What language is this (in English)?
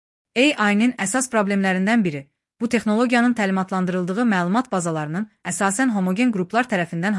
Azerbaijani